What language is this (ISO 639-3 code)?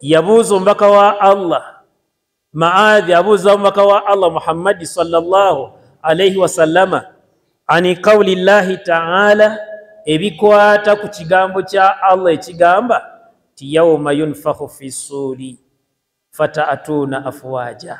lug